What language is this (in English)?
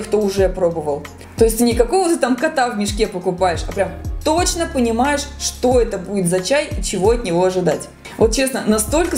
Russian